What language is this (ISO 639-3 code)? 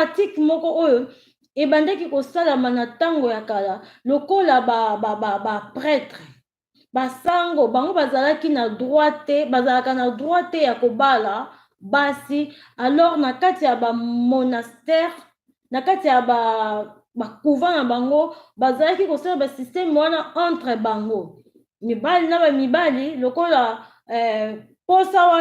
lin